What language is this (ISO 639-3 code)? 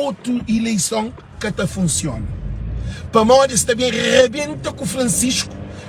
kea